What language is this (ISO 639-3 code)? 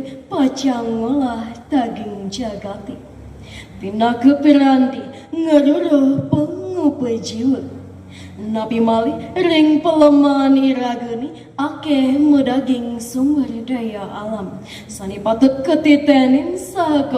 ban